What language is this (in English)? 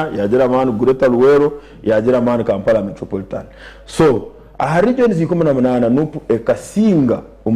Nyankole